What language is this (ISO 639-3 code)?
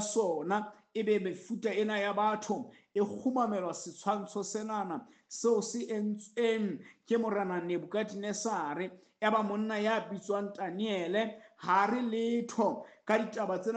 sot